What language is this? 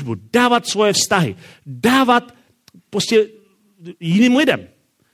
Czech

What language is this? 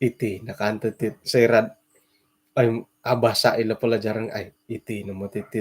Central Dusun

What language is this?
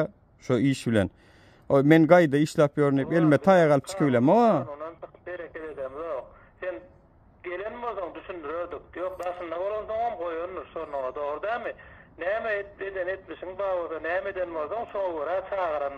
Turkmen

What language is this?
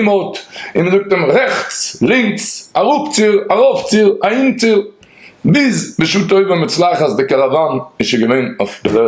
Yiddish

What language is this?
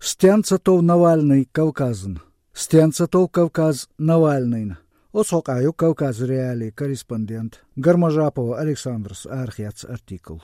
Chechen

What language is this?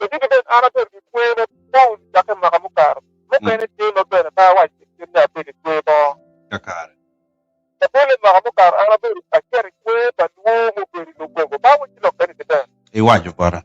Acoli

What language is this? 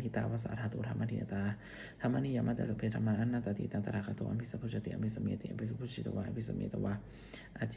Pali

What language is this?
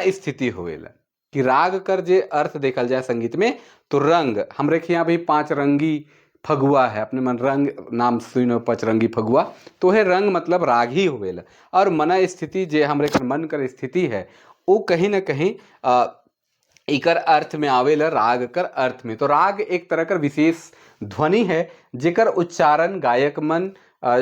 Sadri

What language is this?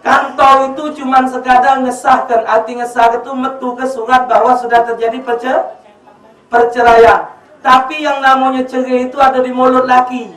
Musi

